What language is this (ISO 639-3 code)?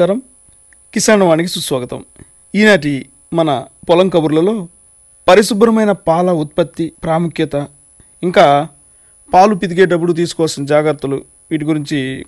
tel